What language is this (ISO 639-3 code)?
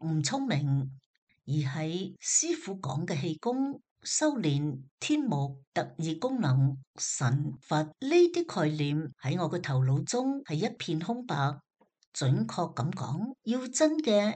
yue